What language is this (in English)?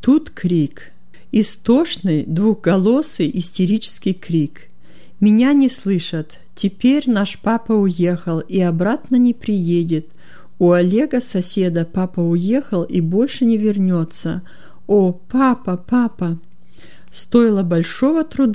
Russian